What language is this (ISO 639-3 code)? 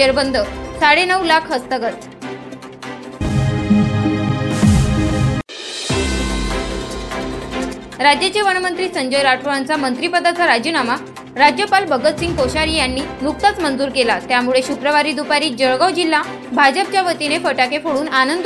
mar